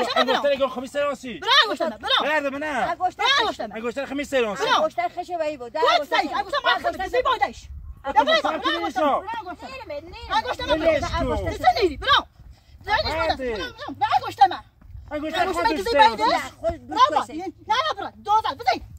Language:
Persian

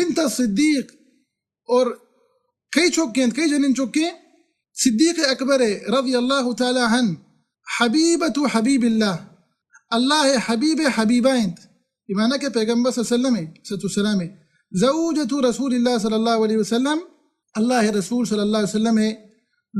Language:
Baluchi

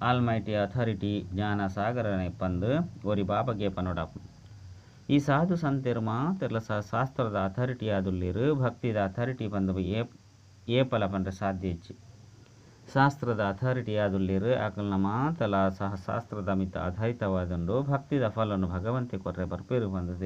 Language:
Tulu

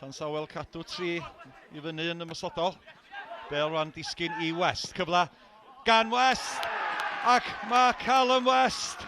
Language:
Welsh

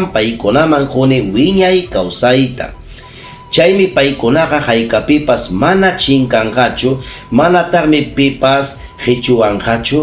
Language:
Ayacucho Quechua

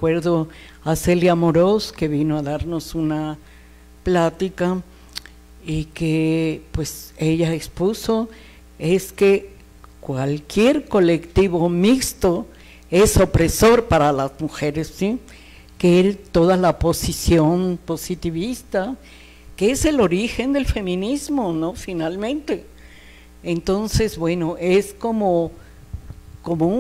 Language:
Spanish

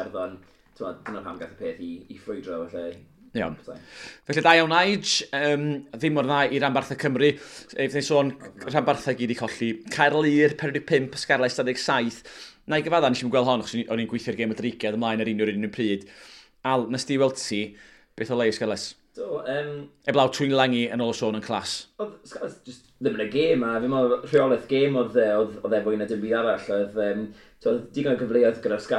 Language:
Welsh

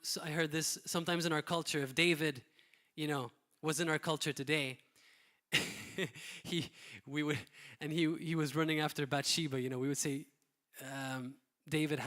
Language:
English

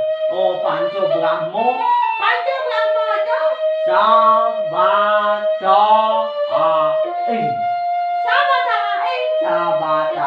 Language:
Balinese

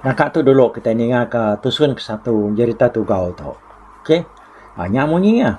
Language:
Iban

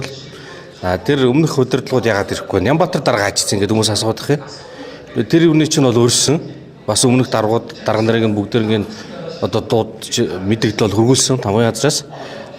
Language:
Mongolian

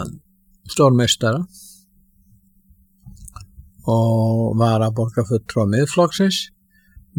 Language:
Icelandic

